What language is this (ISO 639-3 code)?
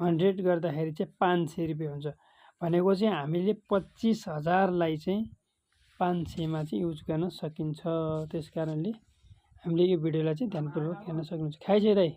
nep